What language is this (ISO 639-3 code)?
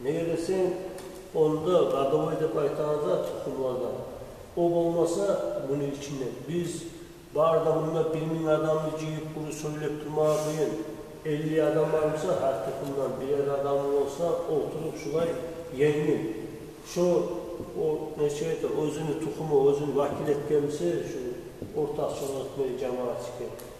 kum